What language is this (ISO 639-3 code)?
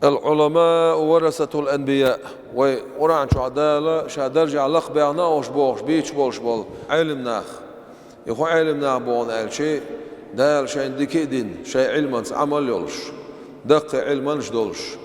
che